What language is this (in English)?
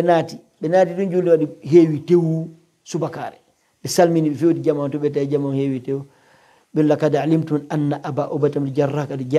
Pular